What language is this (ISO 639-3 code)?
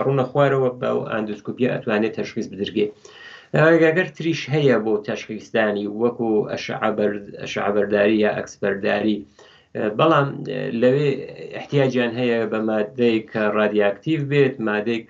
ckb